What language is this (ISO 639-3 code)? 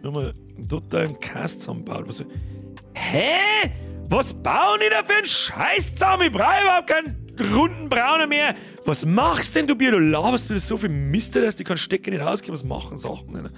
bar